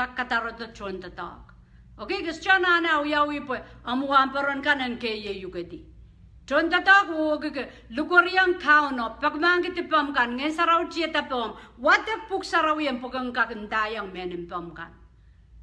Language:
Pohnpeian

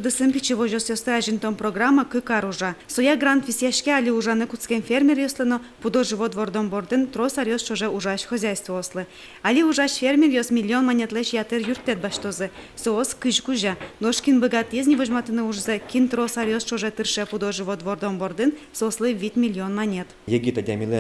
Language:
Udmurt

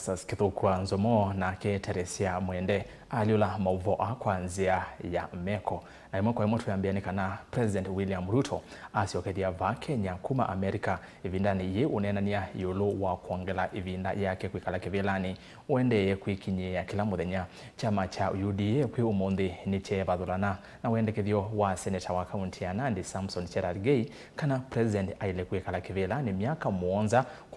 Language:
Kamba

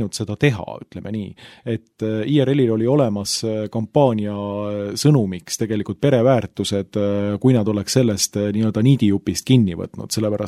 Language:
Estonian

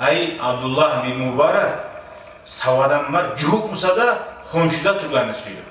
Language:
Kumyk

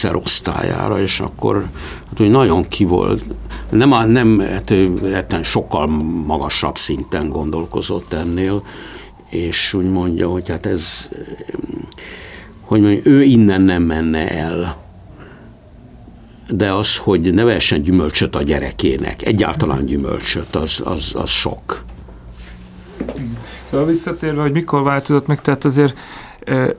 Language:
Hungarian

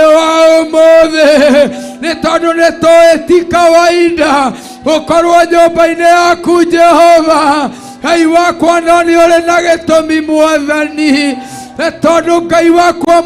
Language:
Kikuyu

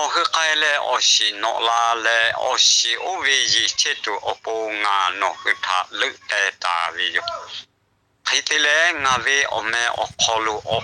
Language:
Lahu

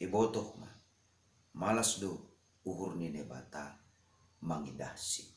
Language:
Batak Simalungun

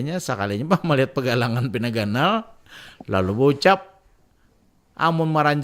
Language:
Banjar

